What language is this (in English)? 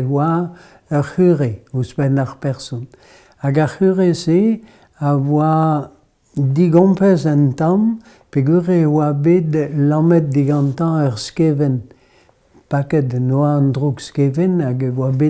Breton